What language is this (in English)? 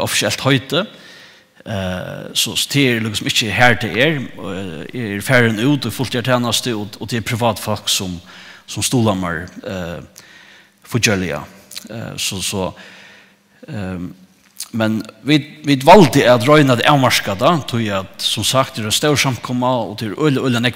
Faroese